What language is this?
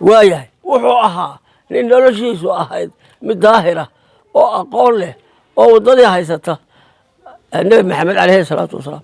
Somali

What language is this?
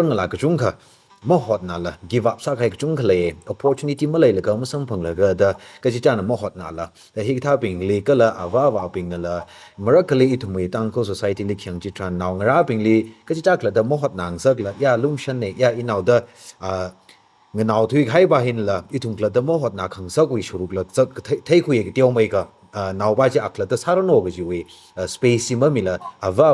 Tangkhul Naga (India)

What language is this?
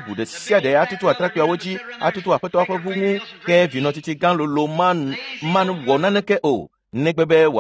Ewe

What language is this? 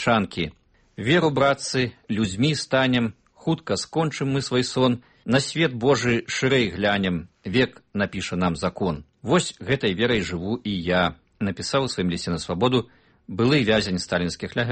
Belarusian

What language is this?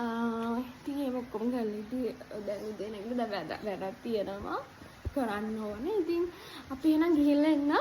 Sinhala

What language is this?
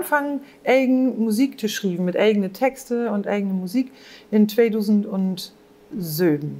Low German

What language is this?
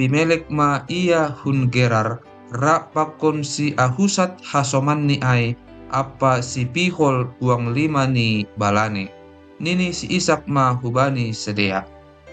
Batak Simalungun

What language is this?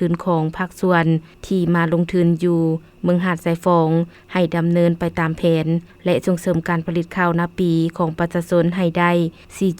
Lao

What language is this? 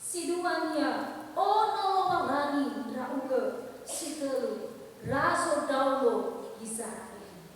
Nias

